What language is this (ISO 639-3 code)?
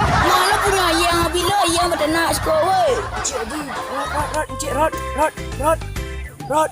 min